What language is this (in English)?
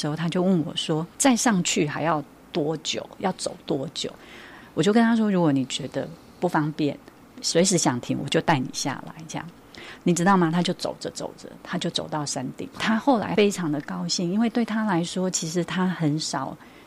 Min Nan Chinese